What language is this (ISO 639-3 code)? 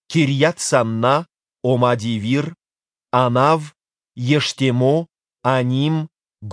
oss